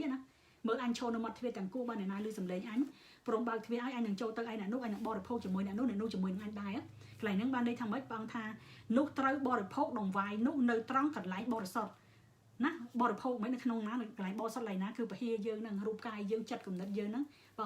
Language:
Khmer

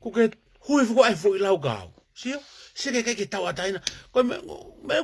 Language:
Tongan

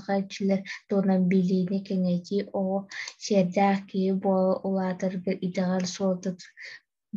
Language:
Yakut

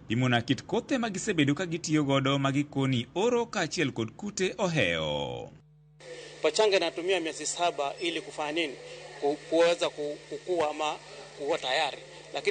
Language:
Luo (Kenya and Tanzania)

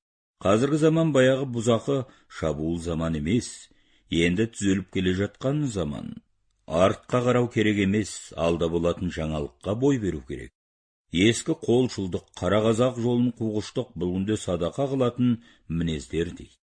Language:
Kazakh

